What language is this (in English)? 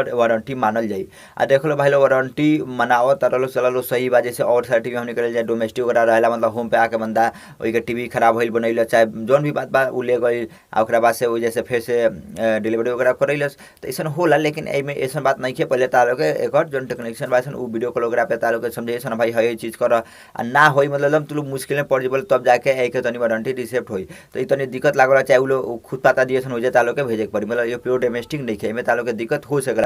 Bhojpuri